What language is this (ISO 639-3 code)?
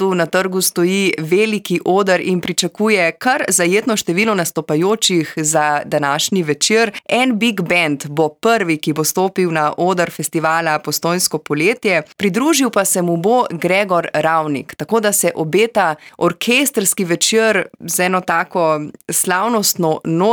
slv